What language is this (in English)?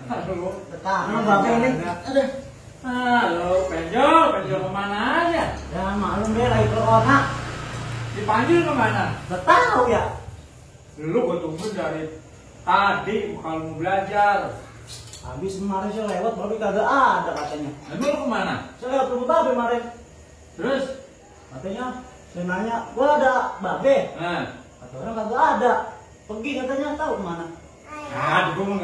Betawi